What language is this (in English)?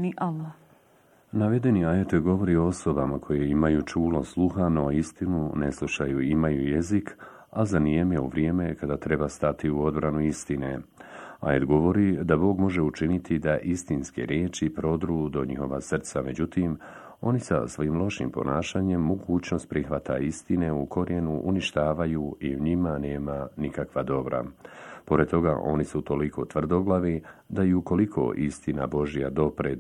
Bosnian